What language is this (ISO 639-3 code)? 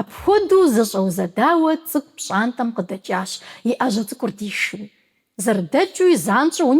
kbd